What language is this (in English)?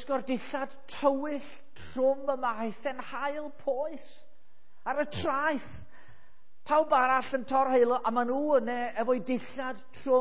Welsh